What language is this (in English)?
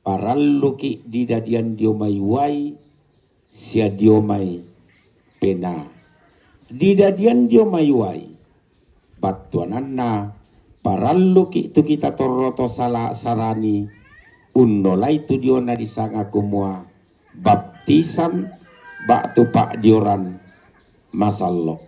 Toraja-Sa'dan